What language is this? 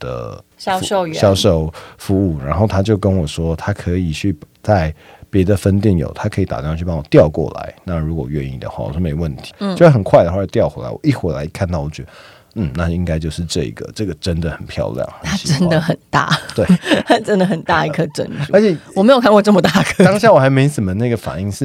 Chinese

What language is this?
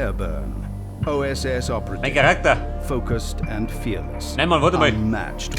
Bavarian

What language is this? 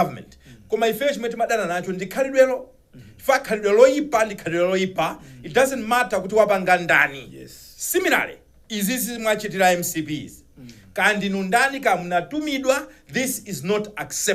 Nyanja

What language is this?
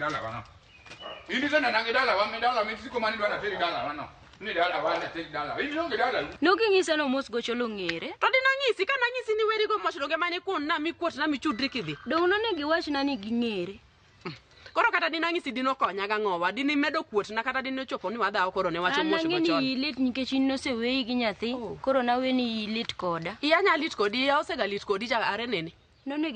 Luo (Kenya and Tanzania)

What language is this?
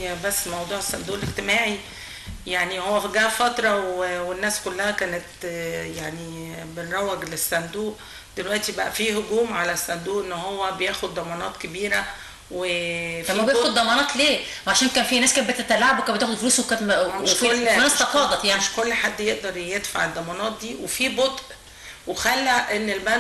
Egyptian Arabic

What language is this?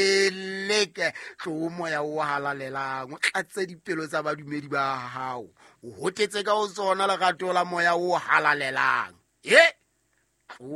Southern Sotho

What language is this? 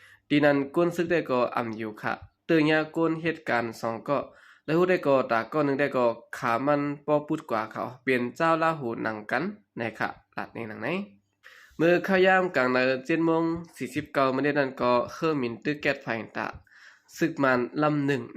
Shan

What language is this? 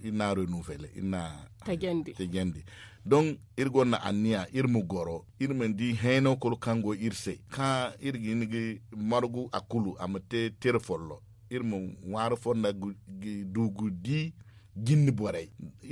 Zarma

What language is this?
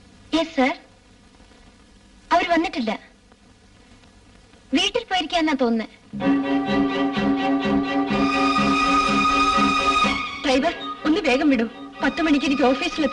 Malayalam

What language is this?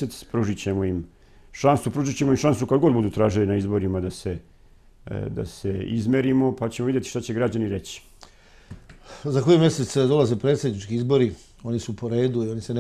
Serbian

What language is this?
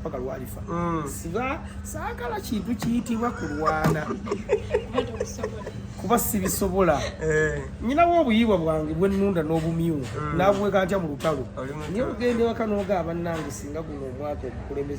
Ganda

